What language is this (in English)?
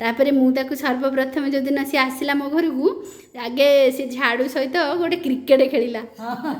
Odia